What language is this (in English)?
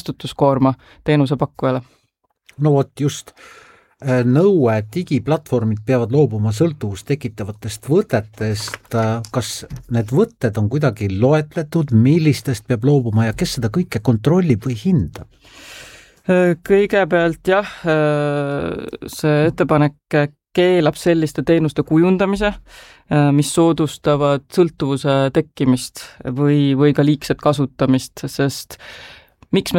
Estonian